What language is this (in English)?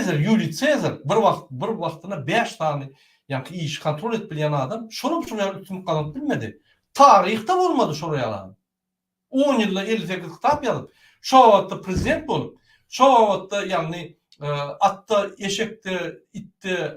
Turkmen